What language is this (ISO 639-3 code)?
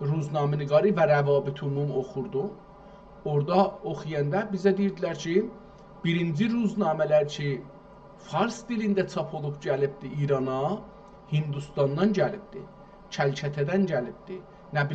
azb